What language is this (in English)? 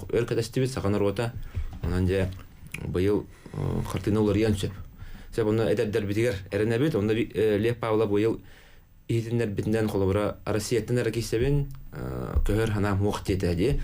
Yakut